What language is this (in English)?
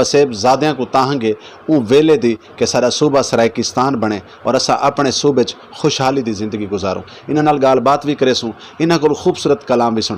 Saraiki